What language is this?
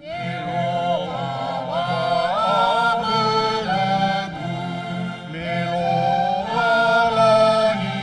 Nias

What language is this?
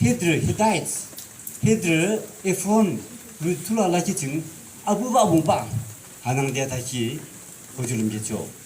Yimchungru Naga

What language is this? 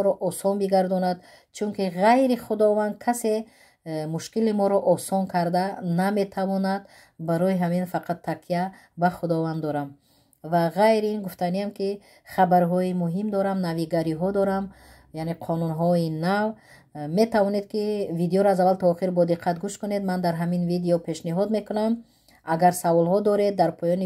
Tajik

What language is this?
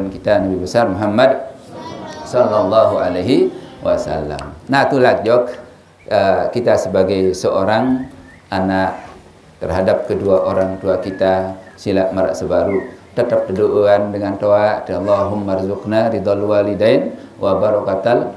Sasak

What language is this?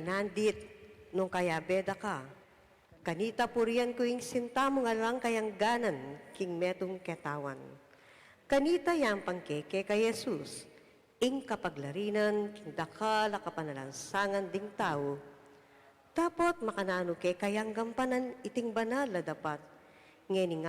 Pampanga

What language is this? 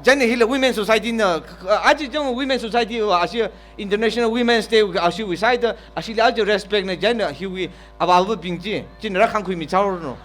Tangkhul Naga (India)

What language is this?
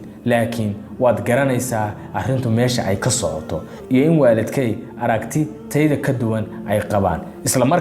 Somali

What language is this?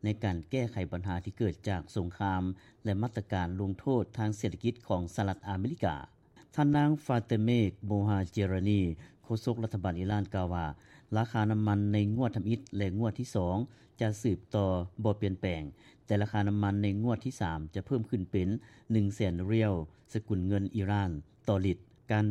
Lao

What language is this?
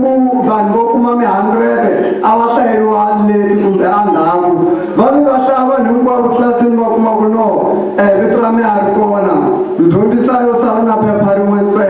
Tsonga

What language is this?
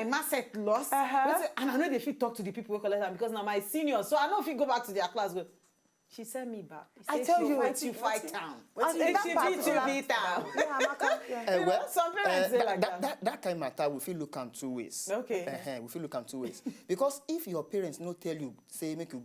Nigerian Pidgin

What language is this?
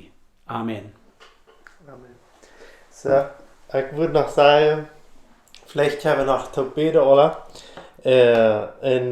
Plautdietsch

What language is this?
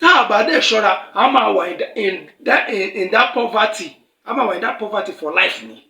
Yoruba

